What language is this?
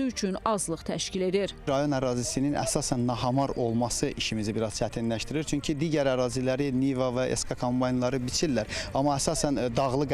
Azerbaijani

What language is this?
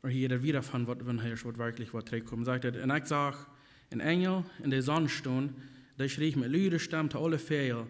Plautdietsch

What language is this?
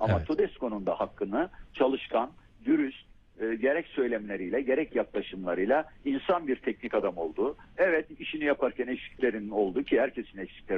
Turkish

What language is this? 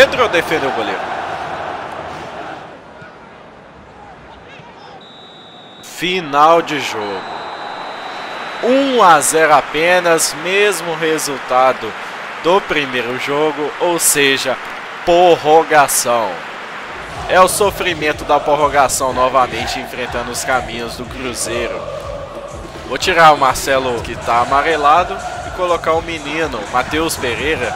Portuguese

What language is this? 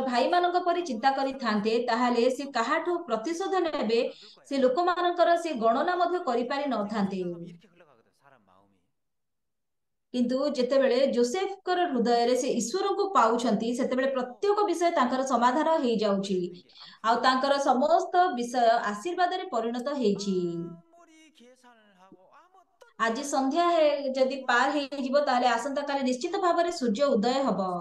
Odia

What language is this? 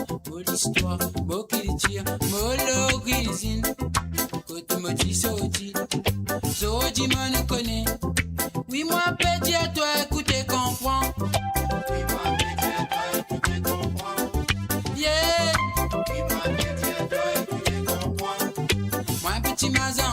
Morisyen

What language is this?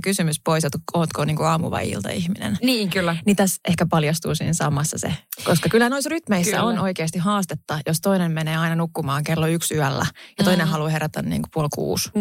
Finnish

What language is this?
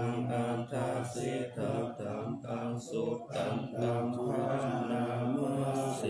Pali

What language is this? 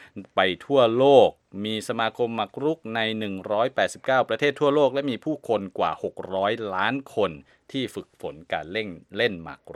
Thai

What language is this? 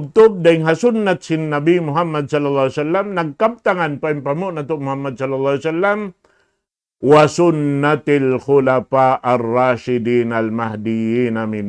Tausug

